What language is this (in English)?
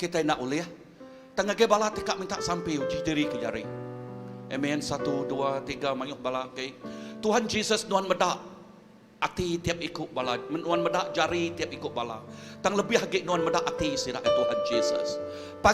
Iban